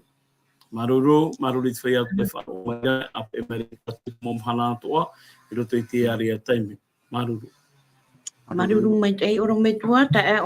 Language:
Tahitian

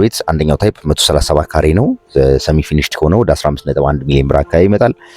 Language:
Amharic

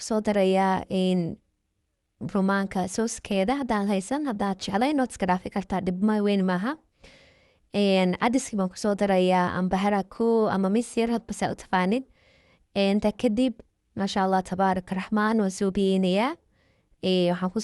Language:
Somali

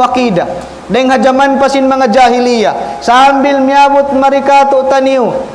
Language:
Tausug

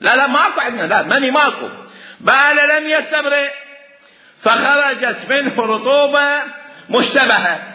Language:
Mesopotamian Arabic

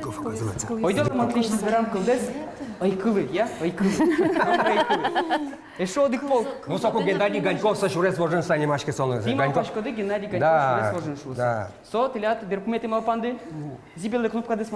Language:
Udmurt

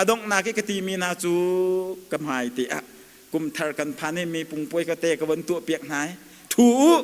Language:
Hakha Chin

